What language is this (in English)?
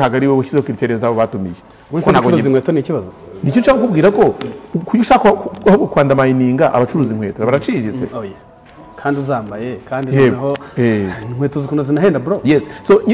Kinyarwanda